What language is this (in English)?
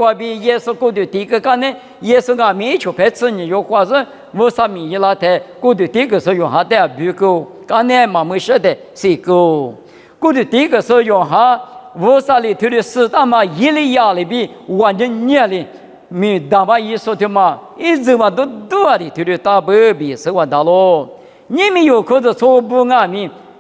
Lisu